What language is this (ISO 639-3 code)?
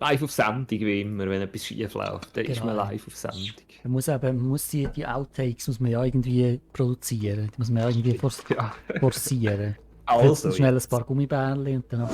gsw